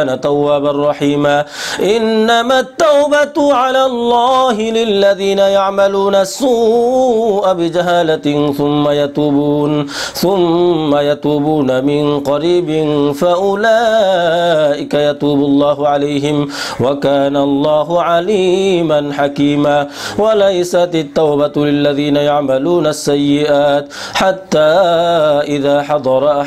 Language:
Arabic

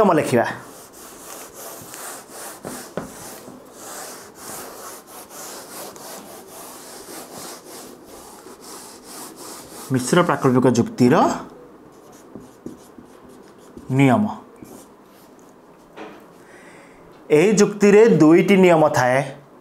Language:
Odia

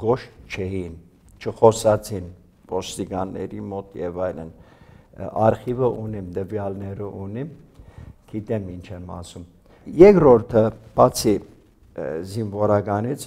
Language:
Armenian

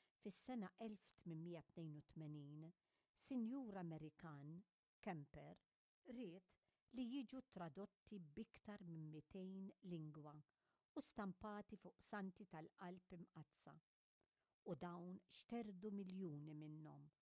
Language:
Maltese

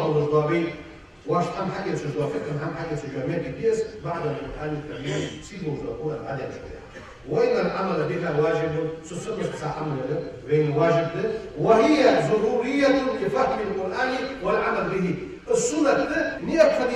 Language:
Ingush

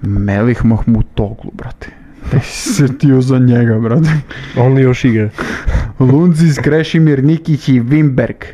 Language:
Serbian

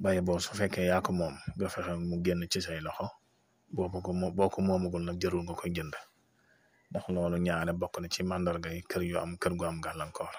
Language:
Wolof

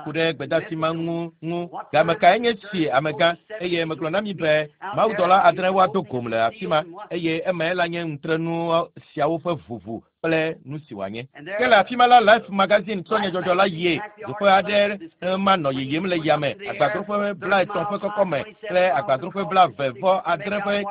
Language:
Ewe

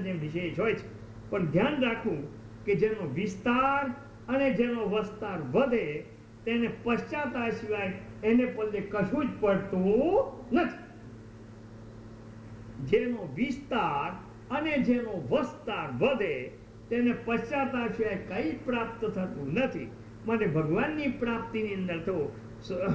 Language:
Gujarati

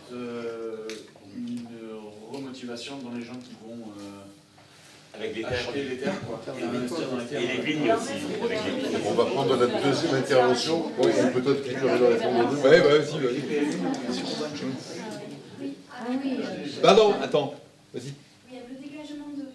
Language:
French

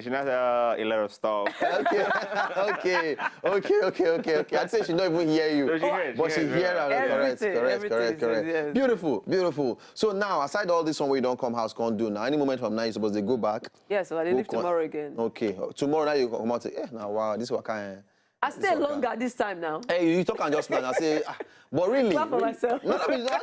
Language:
Nigerian Pidgin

